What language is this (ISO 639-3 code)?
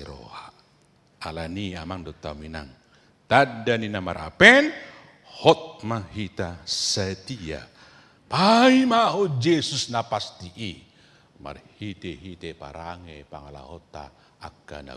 bbc